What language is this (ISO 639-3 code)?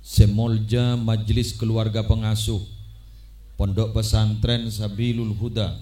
mad